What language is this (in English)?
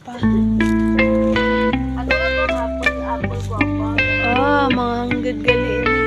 Hiligaynon